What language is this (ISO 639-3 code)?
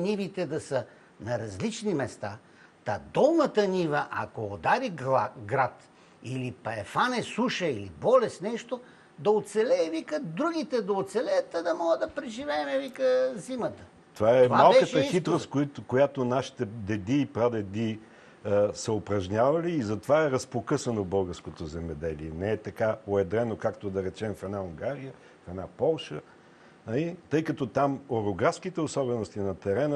bul